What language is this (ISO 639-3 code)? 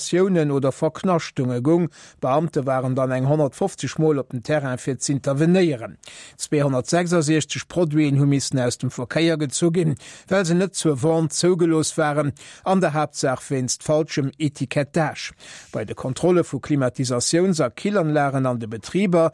ltz